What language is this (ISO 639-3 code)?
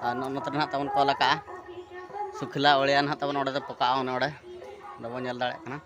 sat